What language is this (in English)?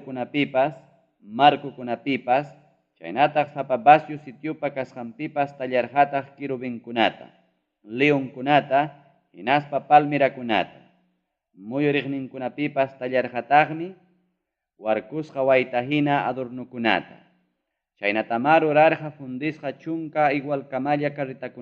Ayacucho Quechua